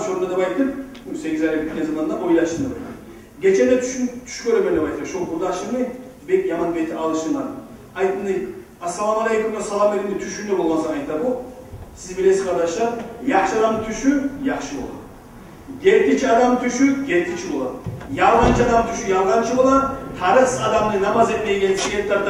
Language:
Kumyk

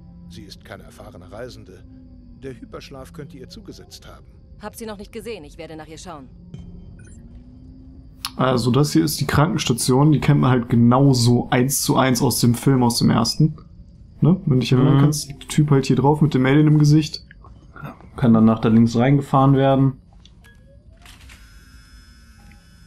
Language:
German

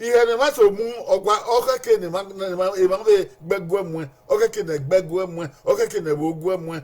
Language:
Bini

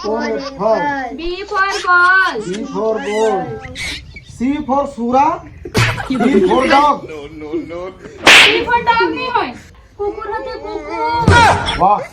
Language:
Chhattisgarhi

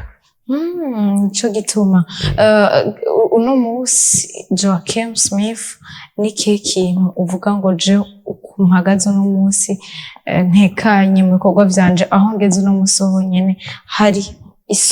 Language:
Rundi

